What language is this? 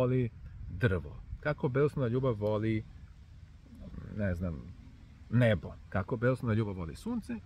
Serbian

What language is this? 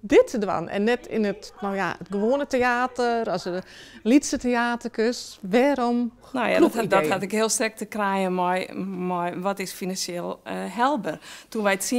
Western Frisian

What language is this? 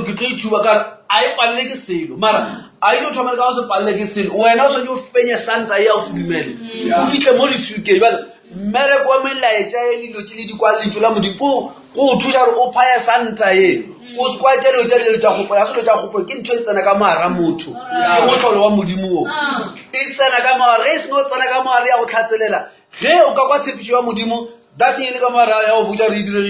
Northern Sotho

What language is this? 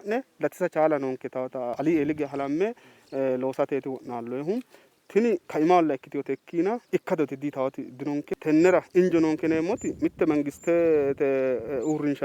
Sidamo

